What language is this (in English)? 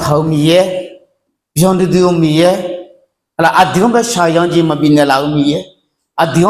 Akha